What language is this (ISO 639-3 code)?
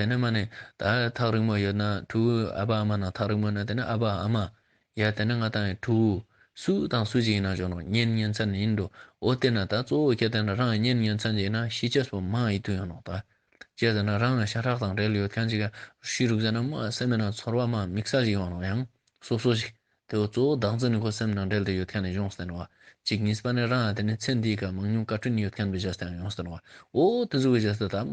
bod